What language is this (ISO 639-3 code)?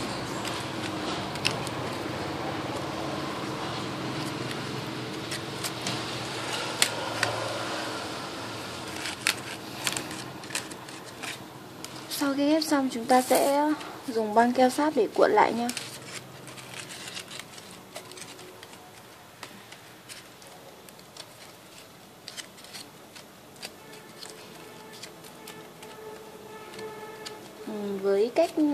vie